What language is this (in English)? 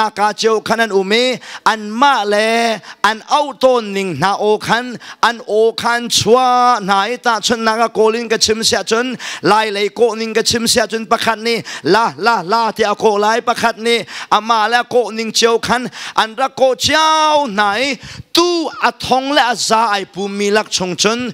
Hakha Chin